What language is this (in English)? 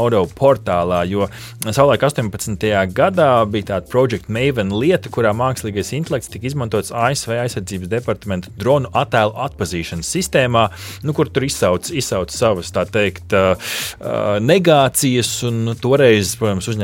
Latvian